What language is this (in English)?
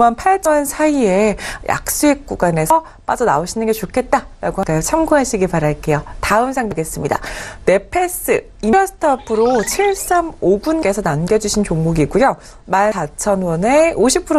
Korean